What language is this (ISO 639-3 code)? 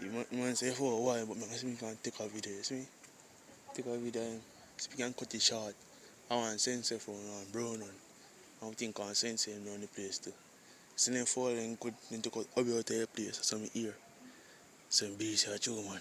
jam